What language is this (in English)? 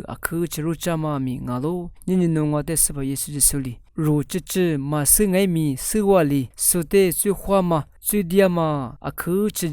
Lisu